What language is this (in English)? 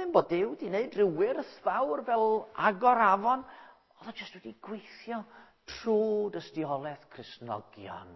Welsh